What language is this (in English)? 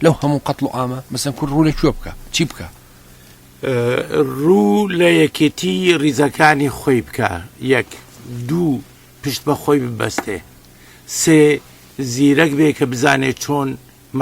Central Kurdish